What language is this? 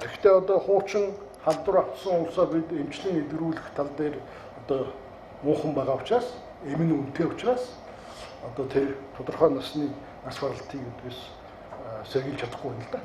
Mongolian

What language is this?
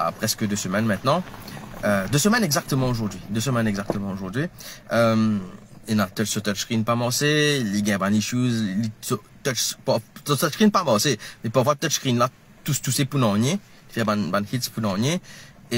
Morisyen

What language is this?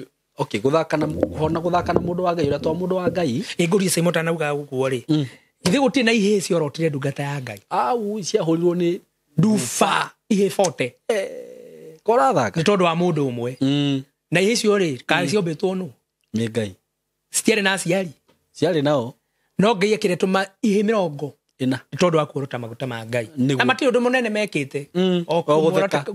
Kikuyu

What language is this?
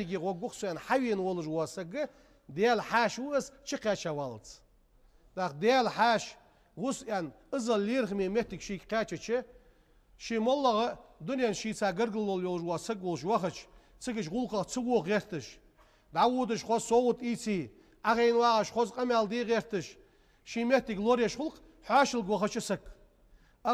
Ingush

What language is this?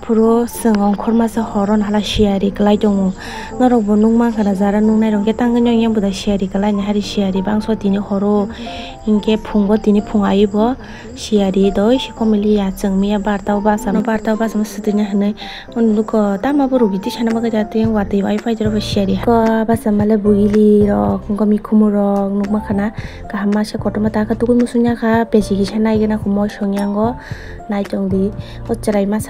Kok Borok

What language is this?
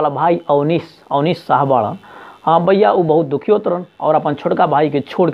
Bhojpuri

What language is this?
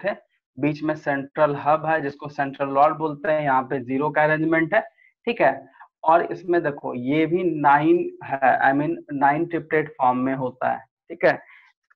Hindi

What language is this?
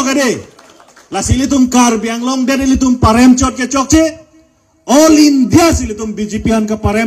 Karbi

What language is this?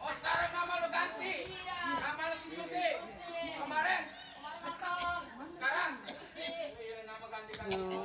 Betawi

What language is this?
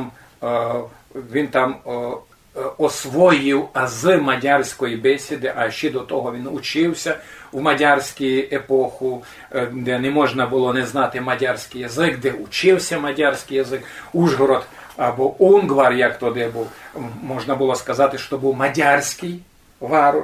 Rusyn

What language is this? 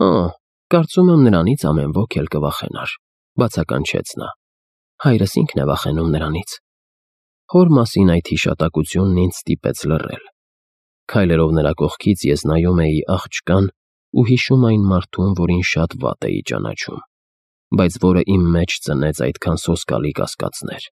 Armenian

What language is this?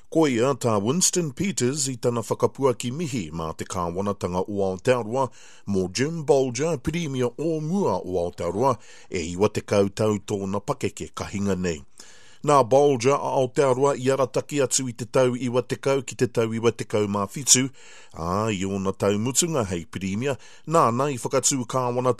Māori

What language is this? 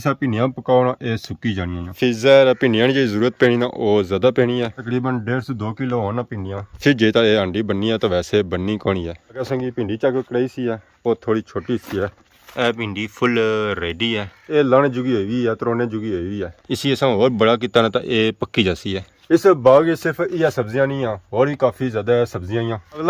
Pahari-Potwari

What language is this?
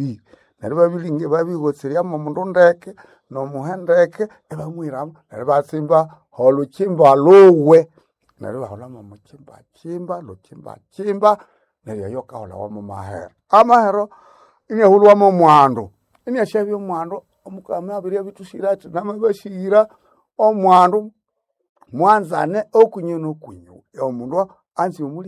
Nande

